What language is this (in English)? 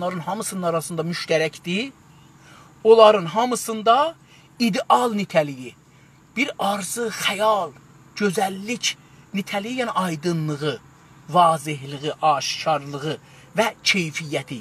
South Azerbaijani